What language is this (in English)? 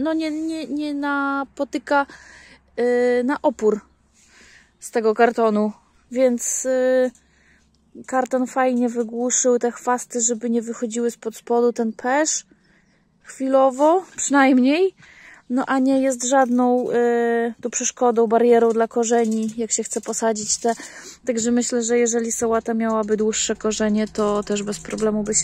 Polish